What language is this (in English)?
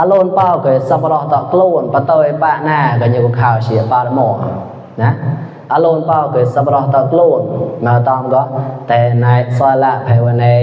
Mon